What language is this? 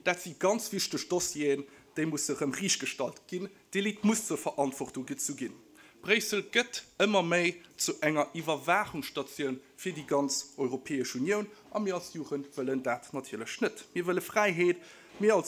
Luxembourgish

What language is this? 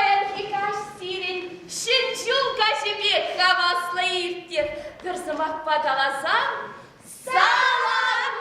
Chuvash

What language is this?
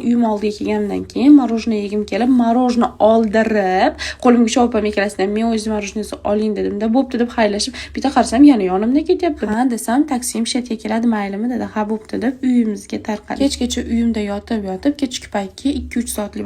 Uzbek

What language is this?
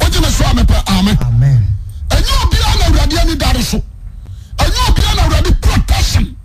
Akan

